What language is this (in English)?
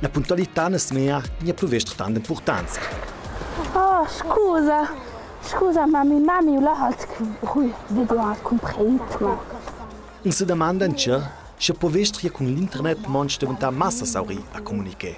Ladin